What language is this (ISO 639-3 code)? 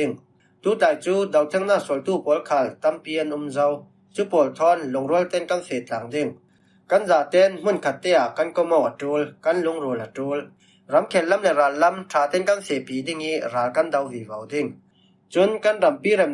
cfm